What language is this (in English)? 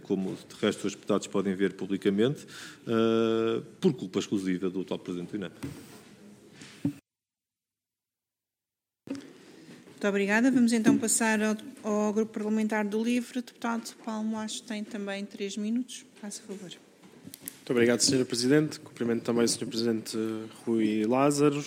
Portuguese